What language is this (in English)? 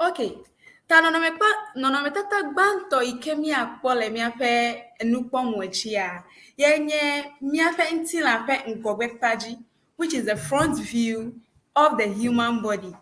Ewe